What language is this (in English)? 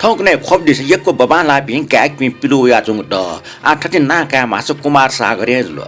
Newari